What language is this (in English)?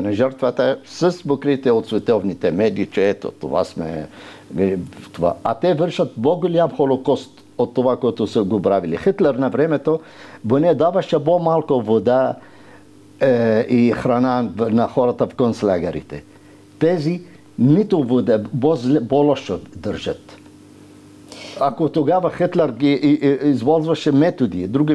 Bulgarian